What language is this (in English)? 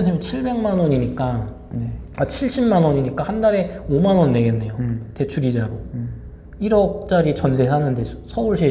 Korean